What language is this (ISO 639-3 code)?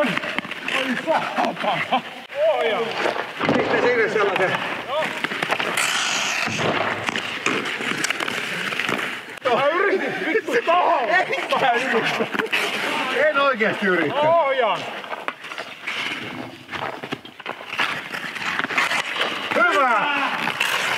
fin